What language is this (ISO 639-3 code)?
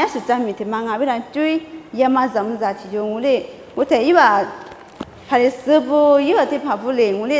lis